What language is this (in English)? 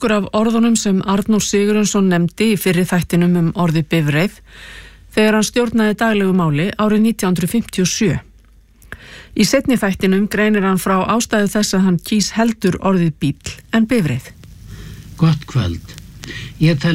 Icelandic